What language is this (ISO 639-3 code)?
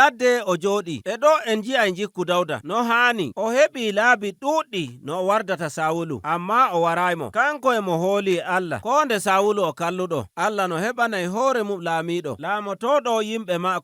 fuv